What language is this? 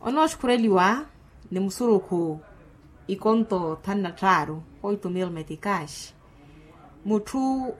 Makhuwa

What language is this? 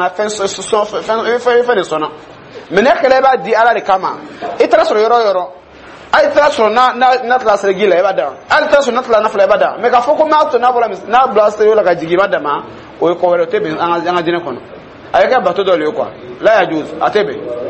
Dyula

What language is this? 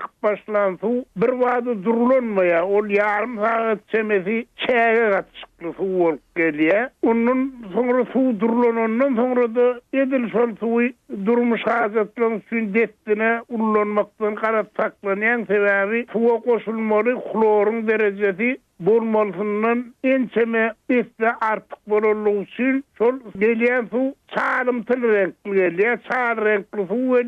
Turkmen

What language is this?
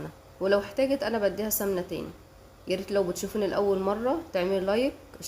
Egyptian Arabic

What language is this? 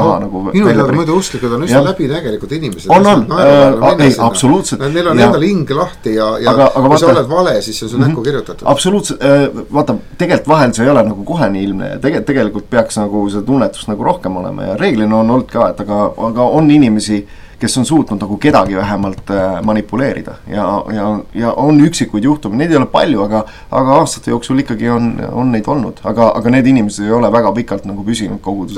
Estonian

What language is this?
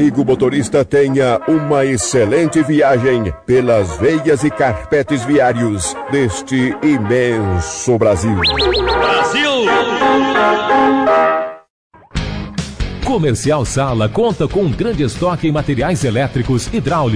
Portuguese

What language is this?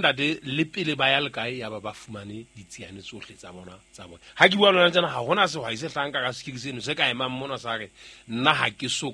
Southern Sotho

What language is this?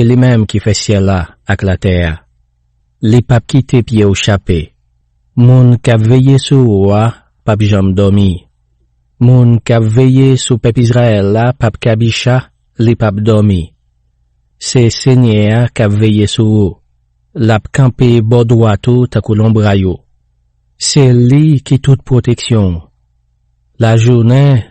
Haitian Creole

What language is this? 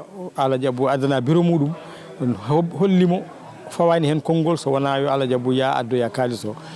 Fula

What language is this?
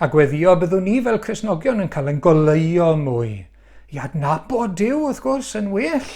Welsh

